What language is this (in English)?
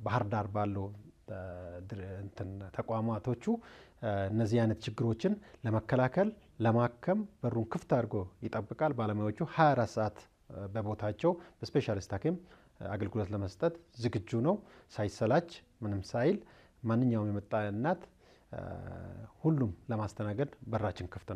Amharic